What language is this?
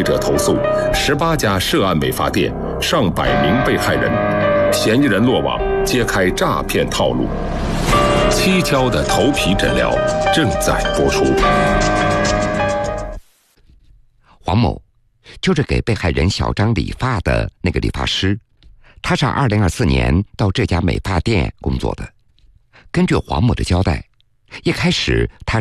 Chinese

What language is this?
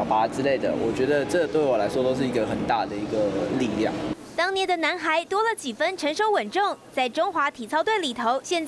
Chinese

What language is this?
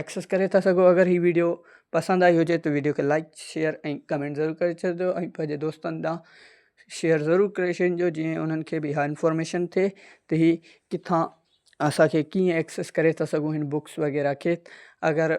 Sindhi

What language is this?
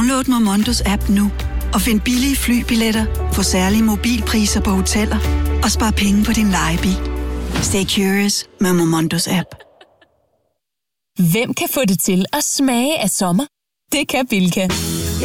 Danish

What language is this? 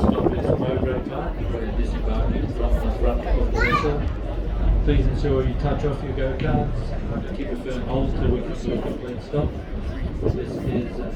Hakha Chin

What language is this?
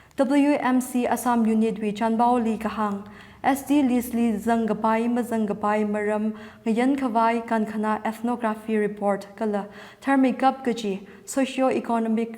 Tangkhul Naga (India)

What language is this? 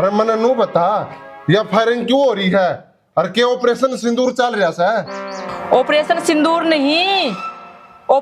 Haryanvi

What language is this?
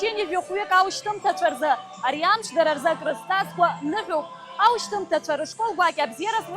Abkhazian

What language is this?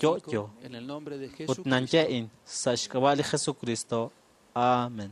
Kekchí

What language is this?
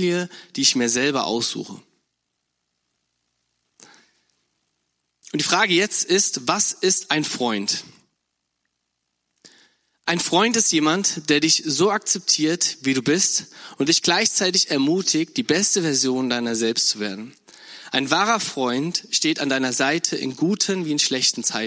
German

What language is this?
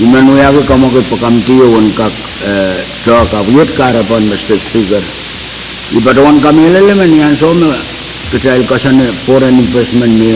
Pohnpeian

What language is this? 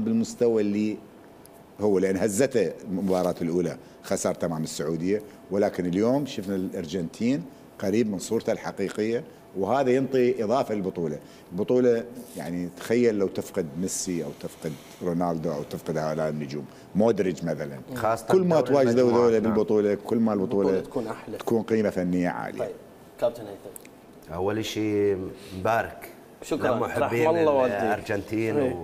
Mesopotamian Arabic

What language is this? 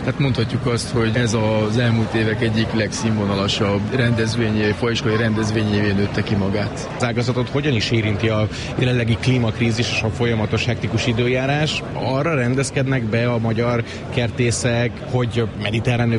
Hungarian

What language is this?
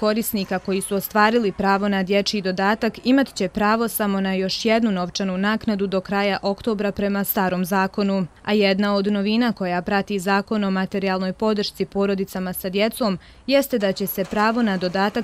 Bosnian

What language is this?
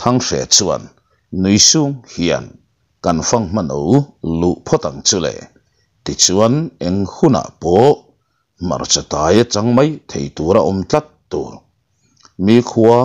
Mizo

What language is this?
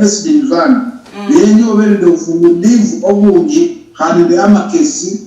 Luyia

